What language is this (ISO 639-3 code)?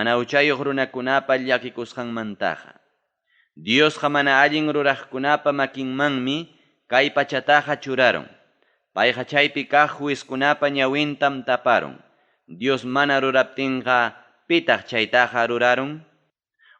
quy